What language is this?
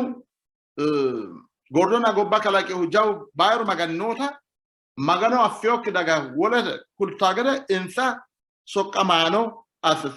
Sidamo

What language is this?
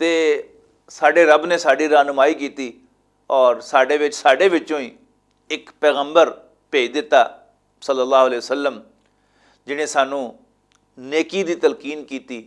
Western Panjabi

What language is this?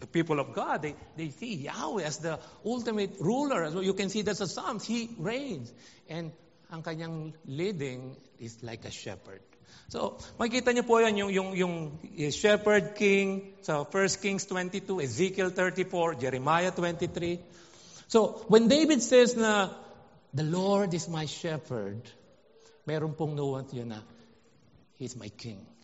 Filipino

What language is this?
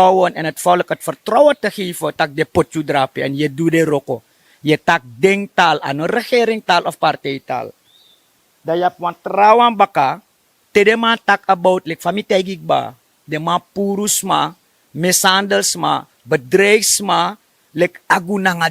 Sranan Tongo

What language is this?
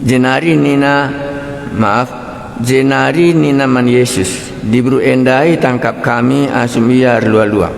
Batak Karo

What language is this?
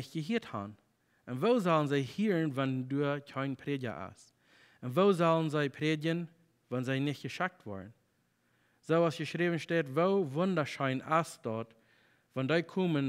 Plautdietsch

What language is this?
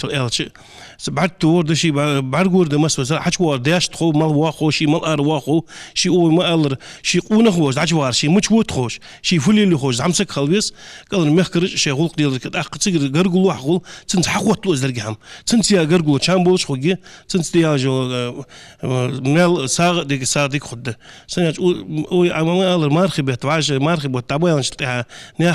Ingush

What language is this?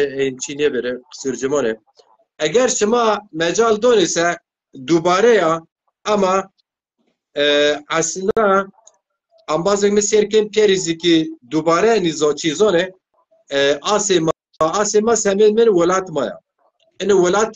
Zaza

